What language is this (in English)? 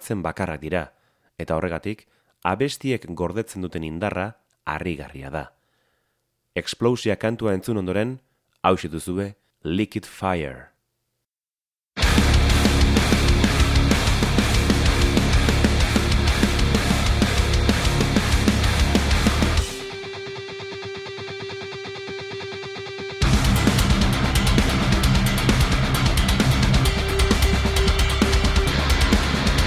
Basque